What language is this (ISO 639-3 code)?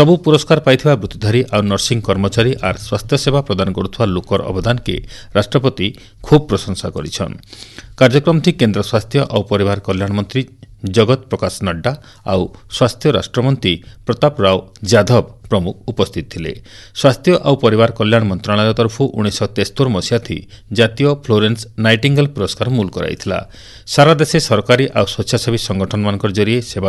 ori